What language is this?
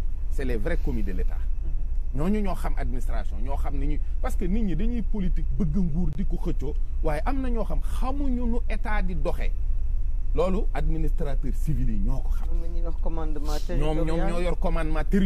Wolof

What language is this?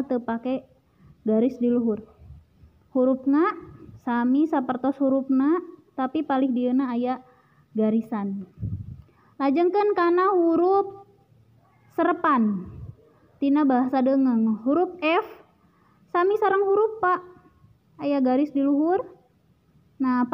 Sundanese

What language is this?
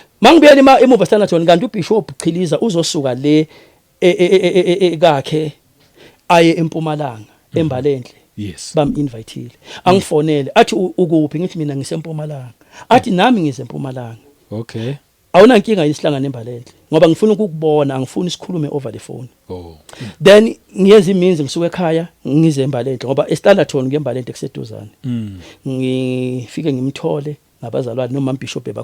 Zulu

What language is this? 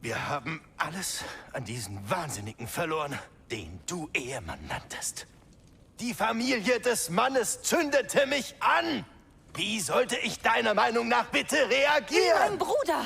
Bavarian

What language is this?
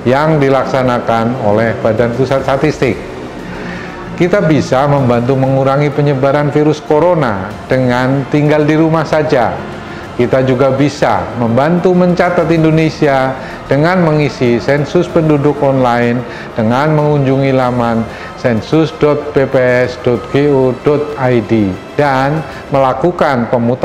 Indonesian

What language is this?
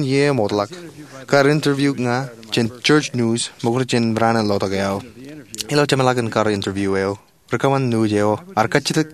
Marshallese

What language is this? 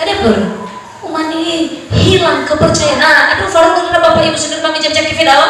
Nias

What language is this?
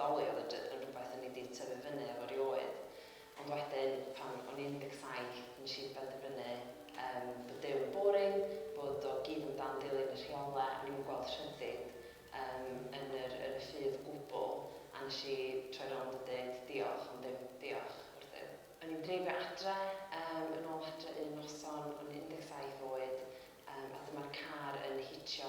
Welsh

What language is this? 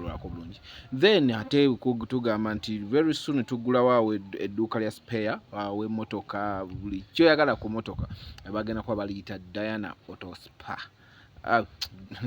Ganda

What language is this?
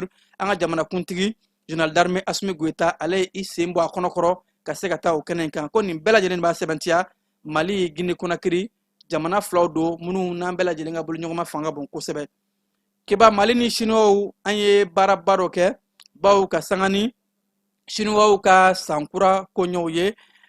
Bambara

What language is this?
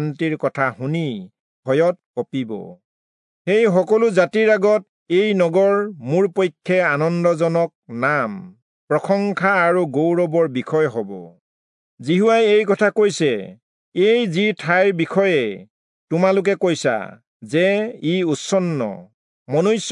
Assamese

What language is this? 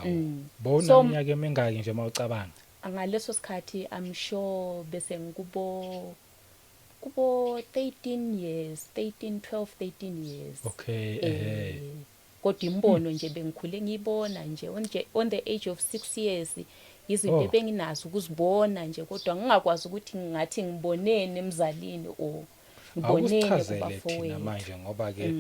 Zulu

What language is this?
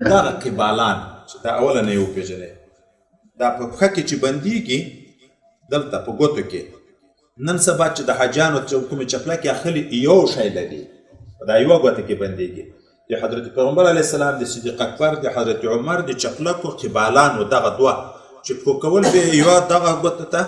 Pashto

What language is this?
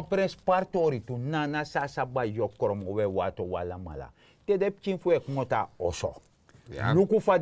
Sranan Tongo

